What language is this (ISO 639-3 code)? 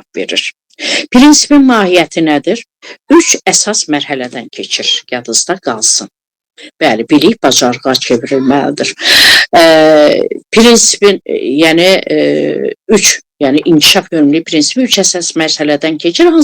aze